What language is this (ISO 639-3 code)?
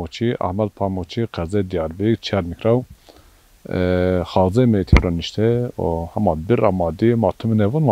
zza